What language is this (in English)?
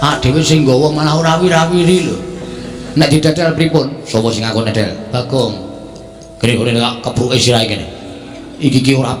Javanese